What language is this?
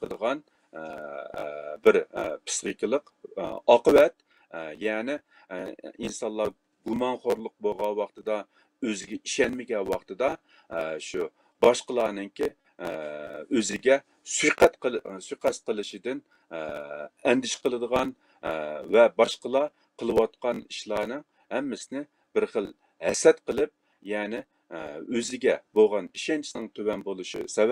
Uyghur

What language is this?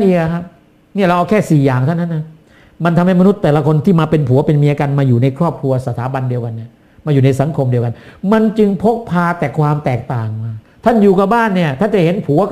Thai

